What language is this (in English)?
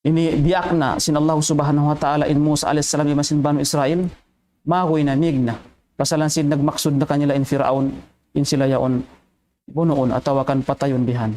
Tausug